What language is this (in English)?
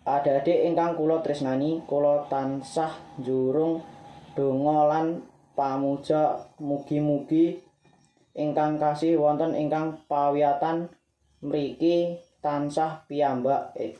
Javanese